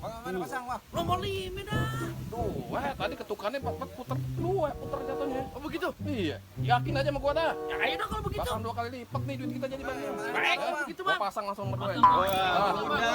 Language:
Betawi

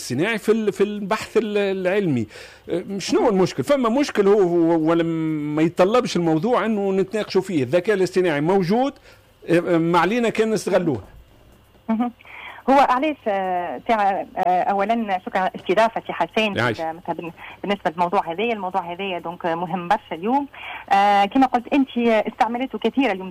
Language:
Tunisian Arabic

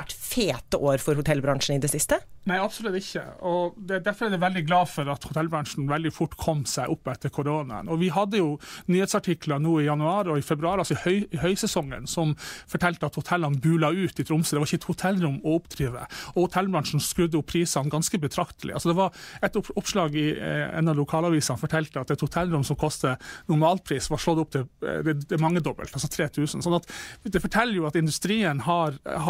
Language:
Norwegian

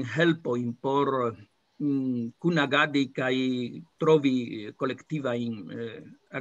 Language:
Esperanto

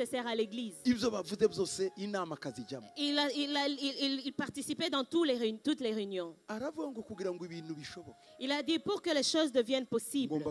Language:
Kinyarwanda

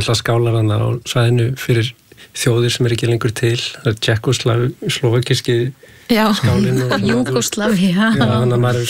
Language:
Icelandic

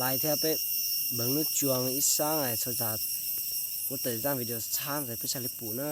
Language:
Hmong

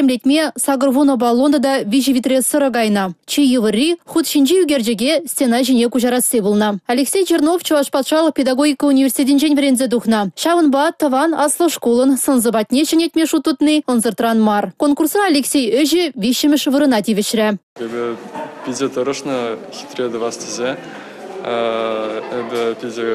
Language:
Chuvash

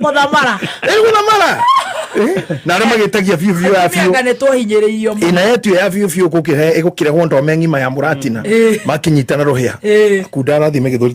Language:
Kikuyu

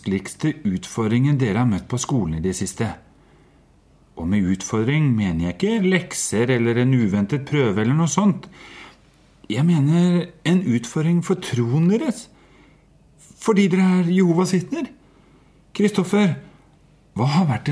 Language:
Norwegian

